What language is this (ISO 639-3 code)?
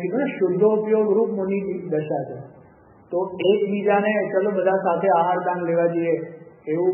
guj